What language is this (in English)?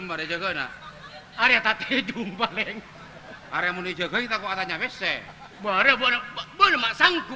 Madurese